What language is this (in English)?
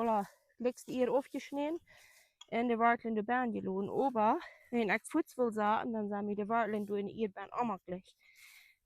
Plautdietsch